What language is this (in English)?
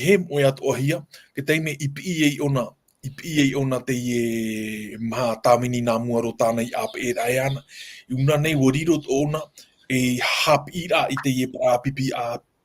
Tahitian